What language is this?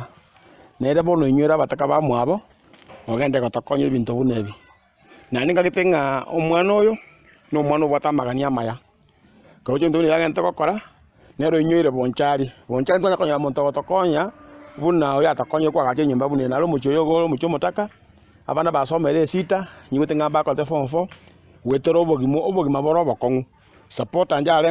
Gusii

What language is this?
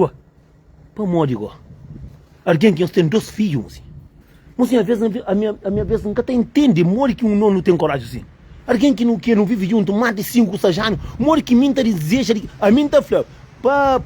Kabuverdianu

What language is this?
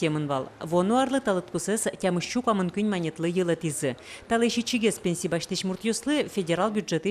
Udmurt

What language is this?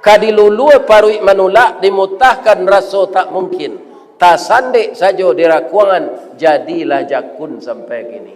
Minangkabau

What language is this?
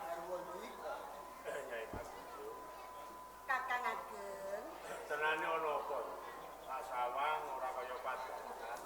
Javanese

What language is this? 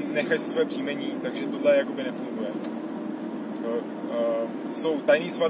Czech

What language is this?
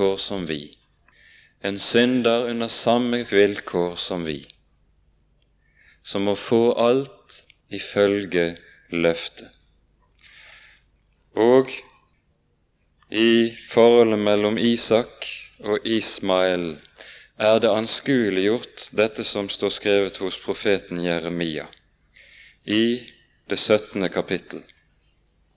Norwegian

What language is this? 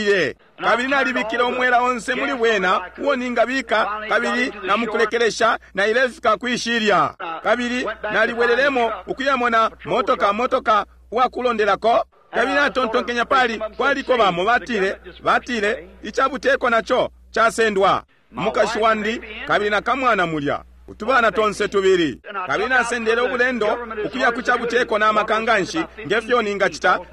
Bemba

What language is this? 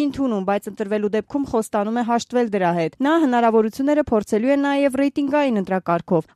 Armenian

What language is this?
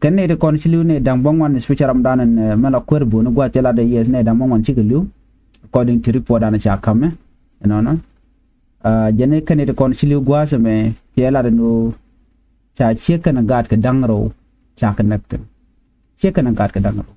Nuer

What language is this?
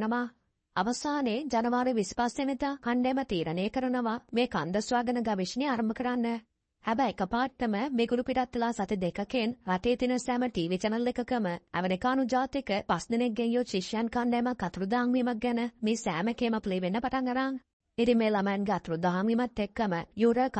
Sinhala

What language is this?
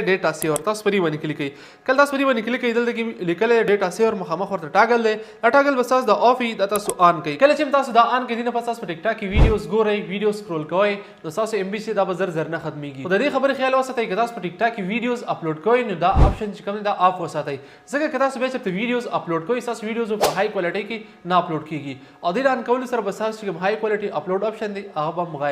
Pashto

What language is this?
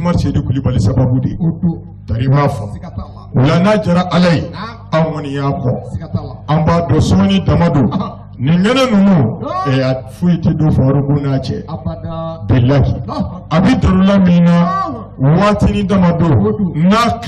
Bambara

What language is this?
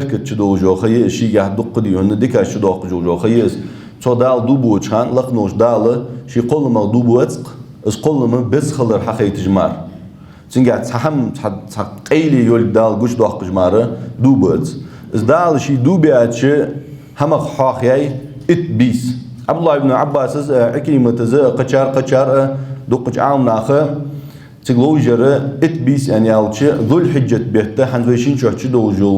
Ingush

